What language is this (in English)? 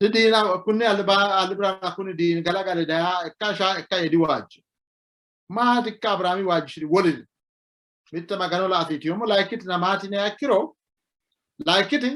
Sidamo